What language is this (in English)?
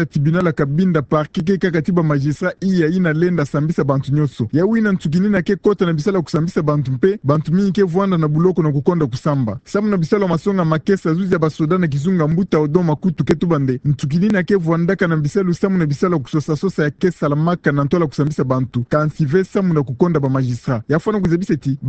Kituba (Democratic Republic of Congo)